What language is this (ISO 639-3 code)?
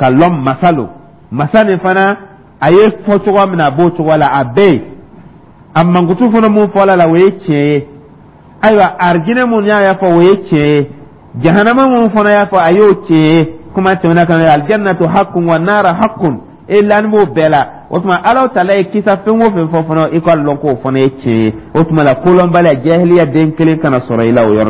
dyu